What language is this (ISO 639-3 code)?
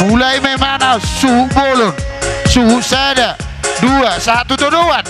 bbc